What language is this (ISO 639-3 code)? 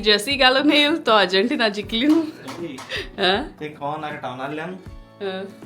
kok